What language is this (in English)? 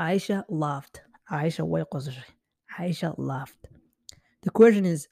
English